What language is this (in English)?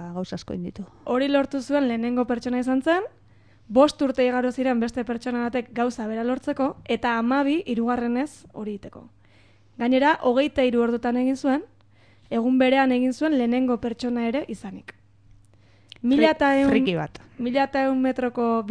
Basque